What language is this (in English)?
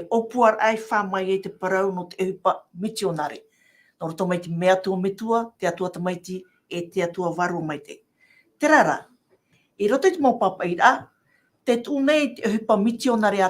Tahitian